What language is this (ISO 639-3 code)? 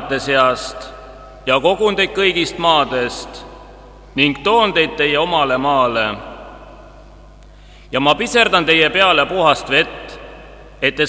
est